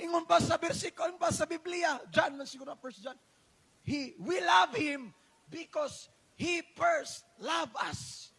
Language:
Cebuano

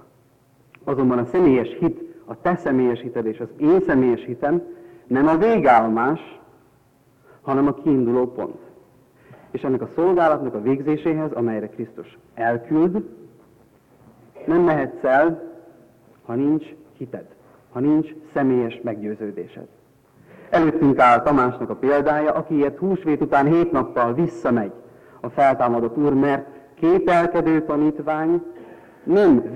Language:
Hungarian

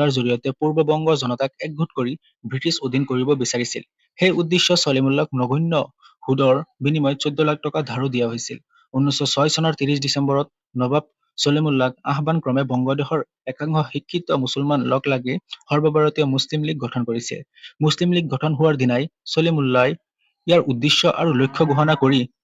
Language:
Assamese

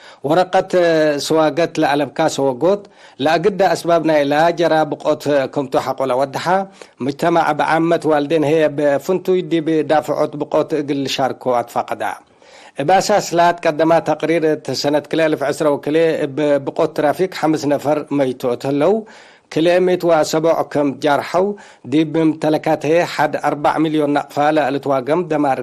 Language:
Tigre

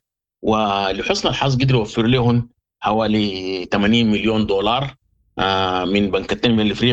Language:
Sudanese Arabic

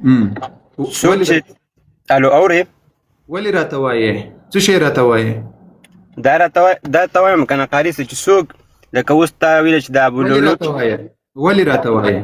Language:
Pashto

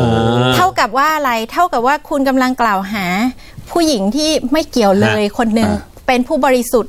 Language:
Thai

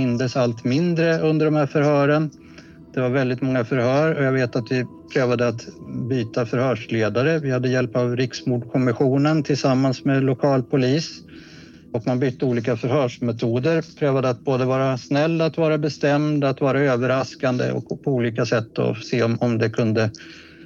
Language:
Swedish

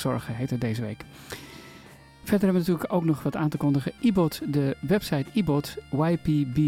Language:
Dutch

